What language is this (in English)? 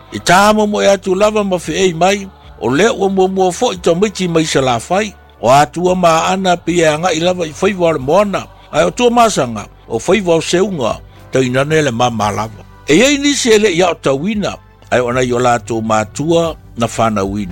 Samoan